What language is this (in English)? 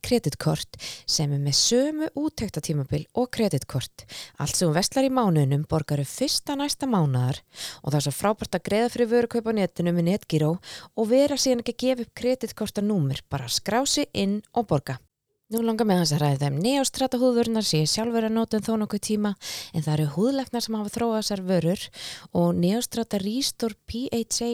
Icelandic